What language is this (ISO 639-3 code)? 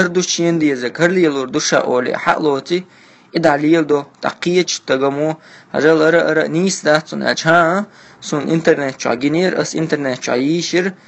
che